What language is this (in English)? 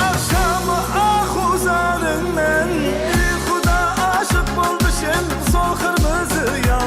Kara-Kalpak